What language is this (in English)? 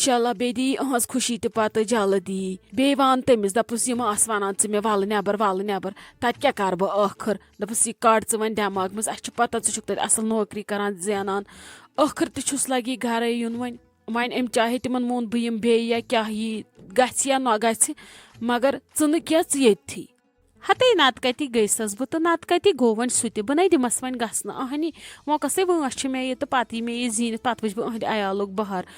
Kashmiri